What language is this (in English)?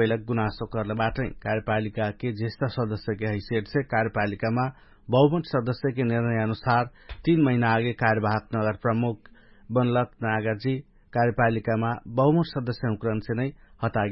Dangaura Tharu